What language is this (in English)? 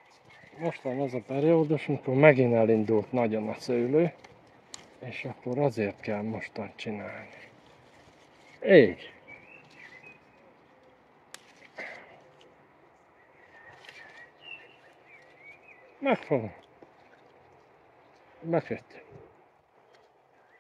Hungarian